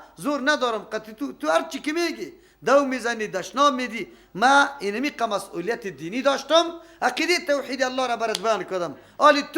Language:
Persian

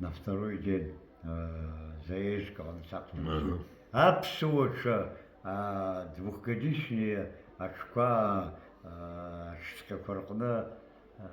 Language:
Abkhazian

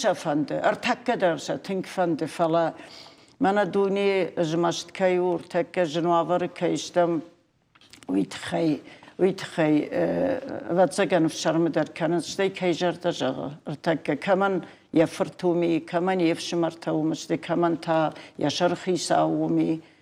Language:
Ossetic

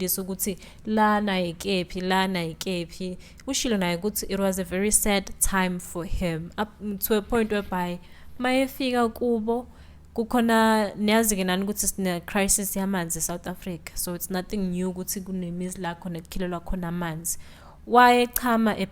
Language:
Zulu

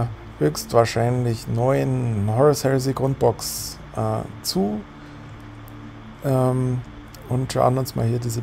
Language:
German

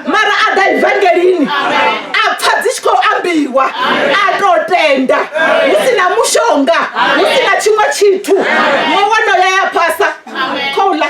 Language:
Venda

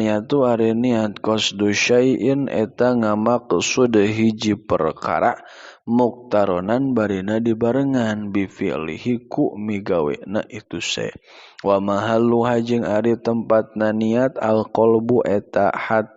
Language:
Sundanese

